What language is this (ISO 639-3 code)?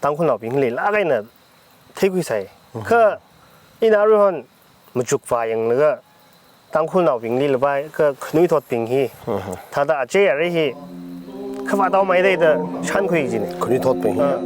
nmf